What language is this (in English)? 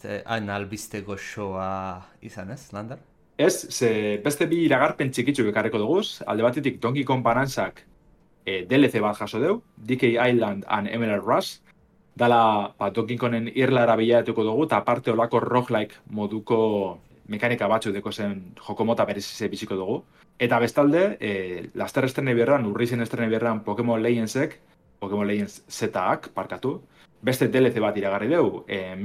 Basque